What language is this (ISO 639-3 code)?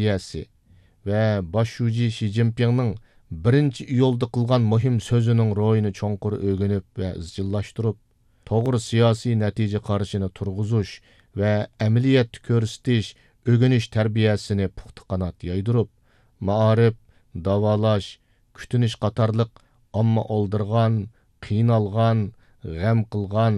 uig